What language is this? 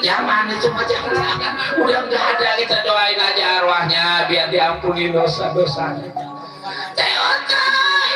Betawi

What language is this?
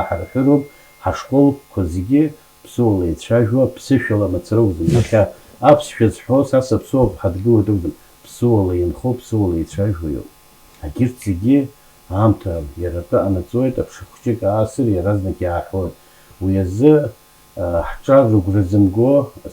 Abkhazian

